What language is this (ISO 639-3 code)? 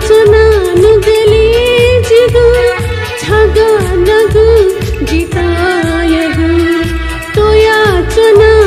new